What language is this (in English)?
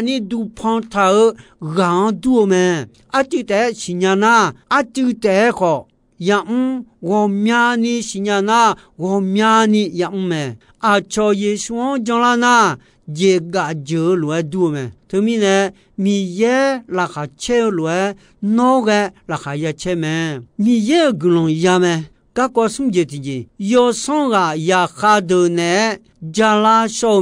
Akha